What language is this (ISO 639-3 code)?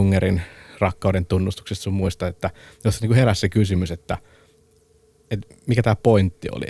fin